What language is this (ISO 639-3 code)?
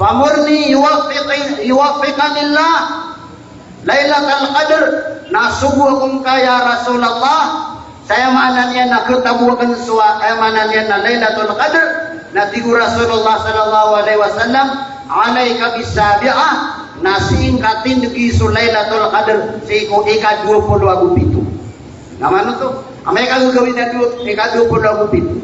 mrw